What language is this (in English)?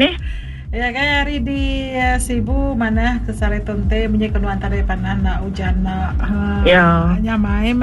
Iban